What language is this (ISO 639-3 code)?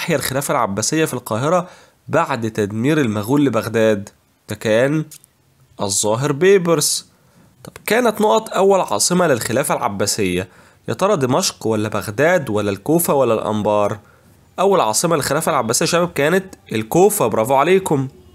arz